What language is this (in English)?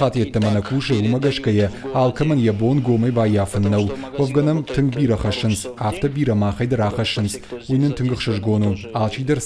Ossetic